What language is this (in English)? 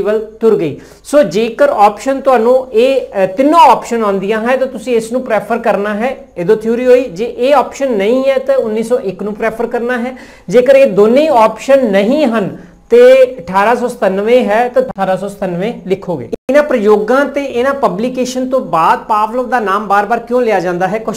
Punjabi